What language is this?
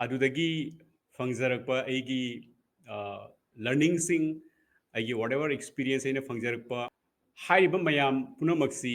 Manipuri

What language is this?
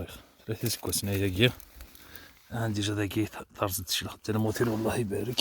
Kabyle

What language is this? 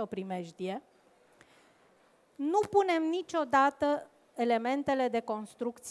Romanian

